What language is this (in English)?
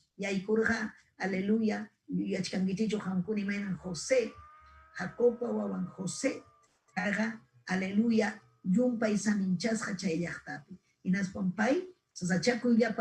Ayacucho Quechua